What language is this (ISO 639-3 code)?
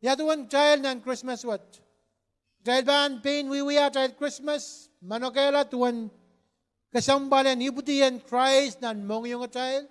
pon